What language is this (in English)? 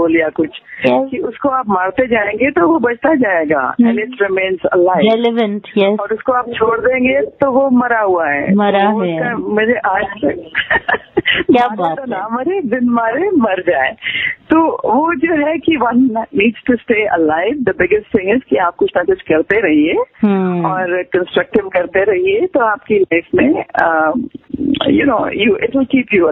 Hindi